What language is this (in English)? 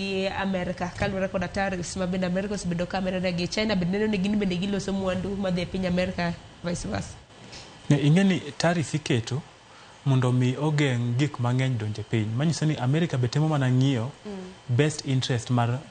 Luo (Kenya and Tanzania)